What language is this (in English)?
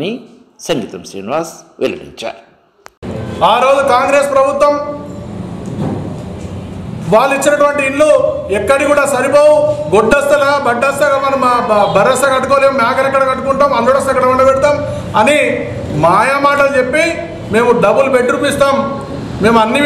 Telugu